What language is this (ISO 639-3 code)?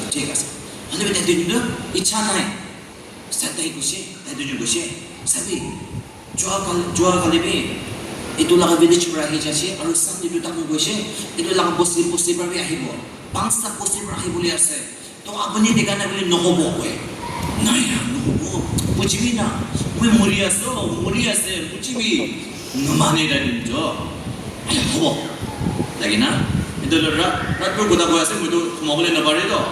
nag